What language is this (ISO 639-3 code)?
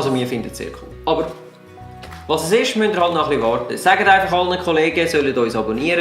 gsw